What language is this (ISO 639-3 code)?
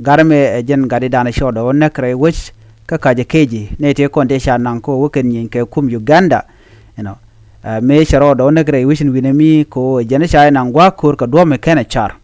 nus